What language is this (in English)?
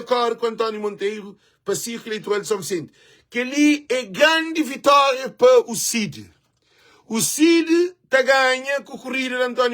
Kabuverdianu